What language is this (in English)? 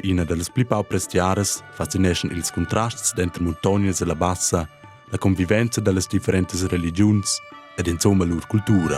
Romansh